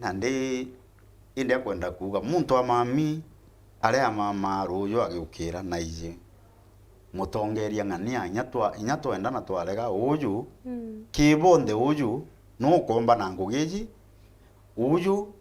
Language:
Meru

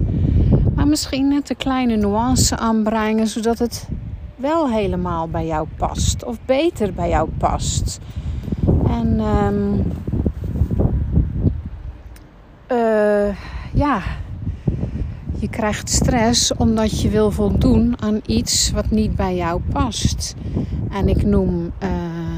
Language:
Dutch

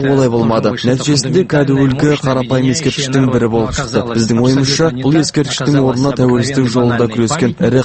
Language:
Kazakh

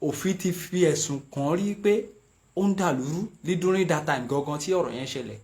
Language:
Yoruba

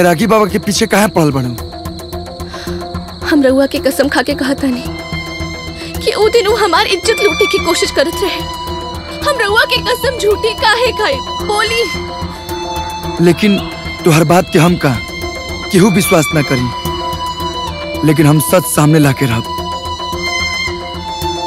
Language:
Bhojpuri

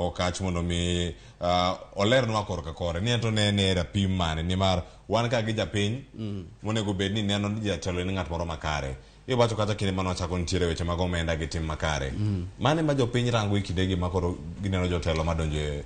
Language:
Luo (Kenya and Tanzania)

